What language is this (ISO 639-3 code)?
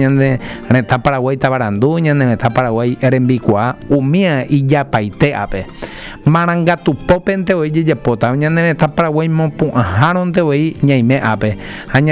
grn